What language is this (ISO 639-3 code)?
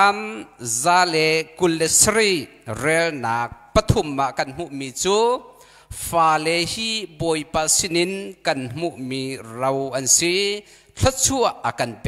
cnh